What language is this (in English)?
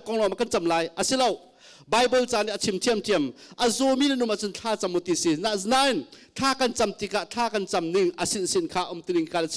Hakha Chin